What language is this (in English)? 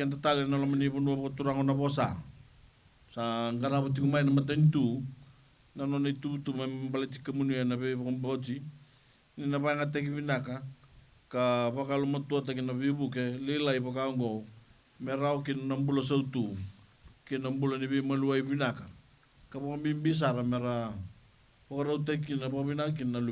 Fijian